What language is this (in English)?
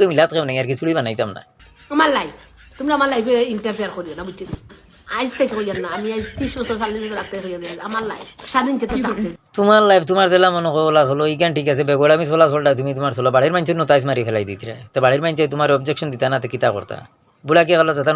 Sylheti